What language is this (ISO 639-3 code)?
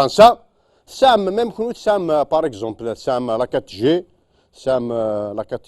kab